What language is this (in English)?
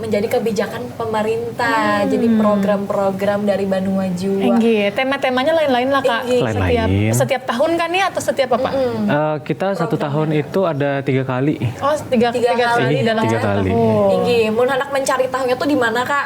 Banjar